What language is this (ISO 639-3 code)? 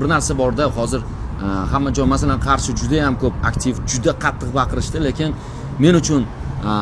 uzb